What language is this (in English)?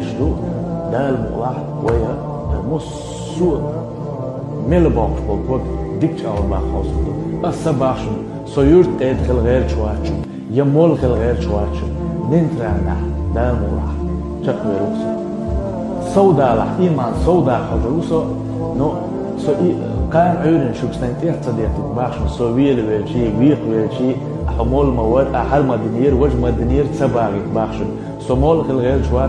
Chechen